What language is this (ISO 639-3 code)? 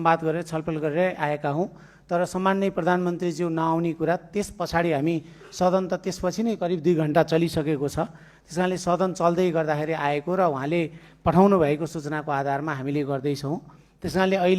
nep